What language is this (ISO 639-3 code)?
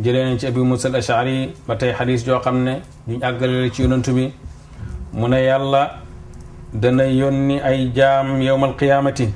wol